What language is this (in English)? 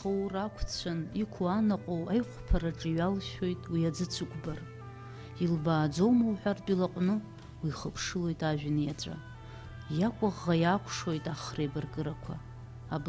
Abkhazian